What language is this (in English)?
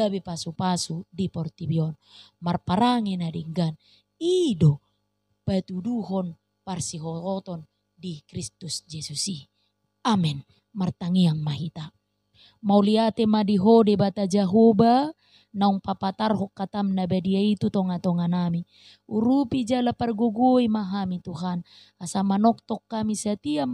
Batak Toba